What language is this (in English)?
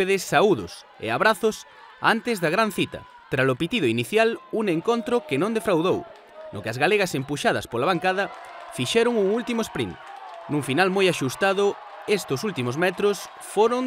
Galician